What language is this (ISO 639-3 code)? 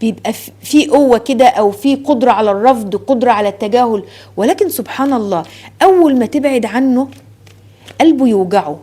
arz